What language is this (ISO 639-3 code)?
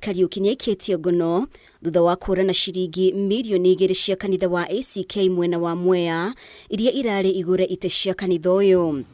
kik